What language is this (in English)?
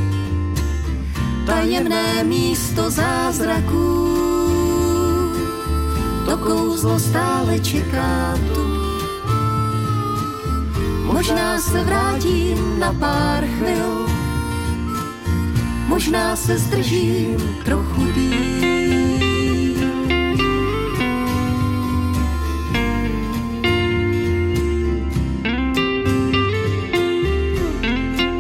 Czech